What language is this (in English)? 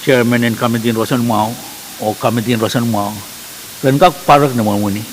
Pohnpeian